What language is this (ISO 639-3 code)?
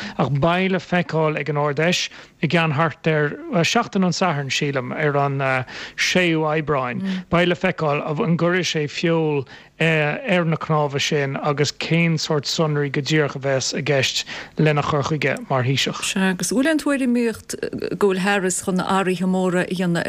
gle